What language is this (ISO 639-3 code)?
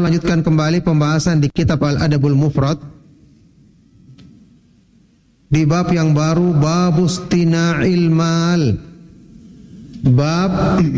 ind